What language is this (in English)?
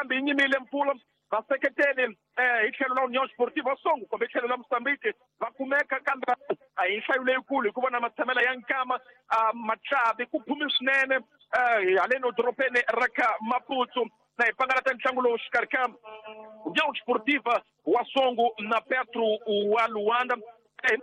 Tsonga